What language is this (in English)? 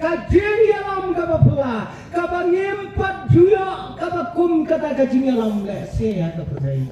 Khasi